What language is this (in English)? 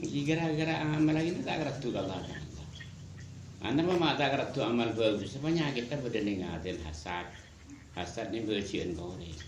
Madurese